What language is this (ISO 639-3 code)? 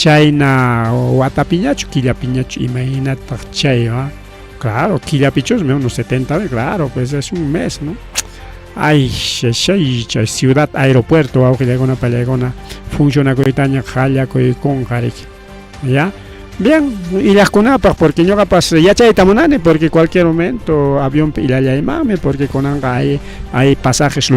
quy